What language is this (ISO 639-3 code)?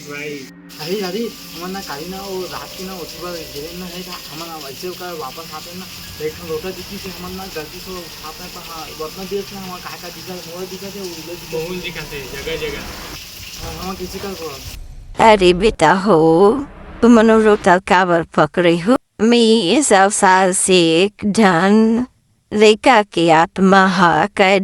hne